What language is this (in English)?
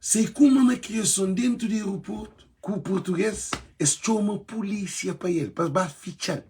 Kabuverdianu